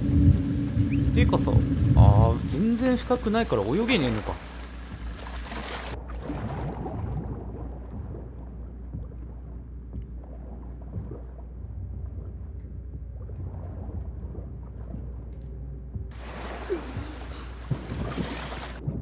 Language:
Japanese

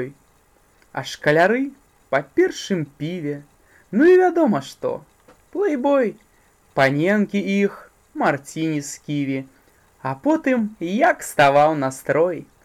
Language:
Belarusian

